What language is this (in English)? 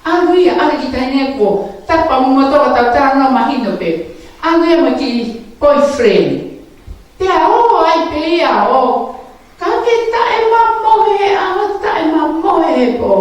Tongan